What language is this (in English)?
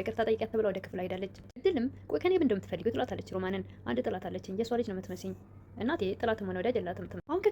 Amharic